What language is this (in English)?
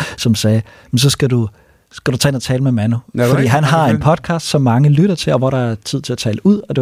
Danish